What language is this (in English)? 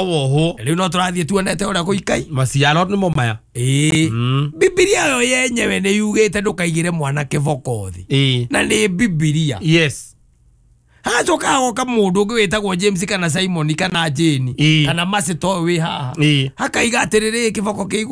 Kikuyu